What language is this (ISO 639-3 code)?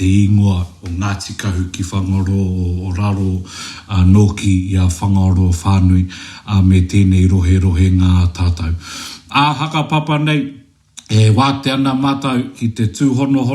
mri